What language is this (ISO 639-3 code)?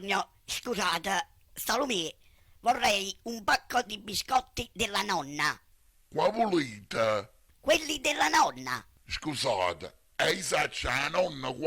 nap